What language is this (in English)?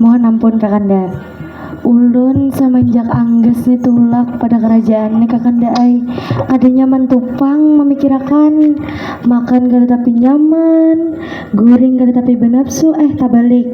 Banjar